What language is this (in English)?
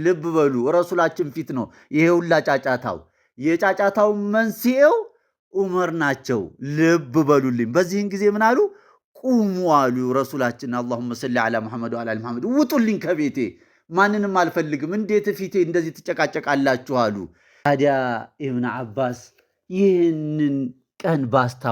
Amharic